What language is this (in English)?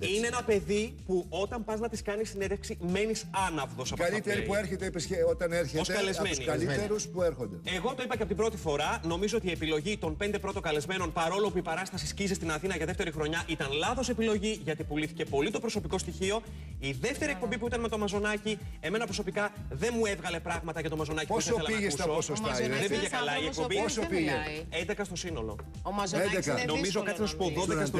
Greek